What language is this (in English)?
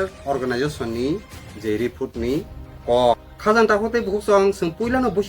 Kok Borok